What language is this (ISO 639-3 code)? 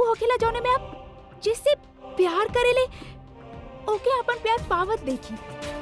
bho